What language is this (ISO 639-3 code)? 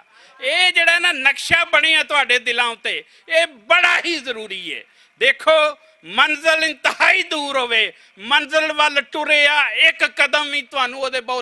lah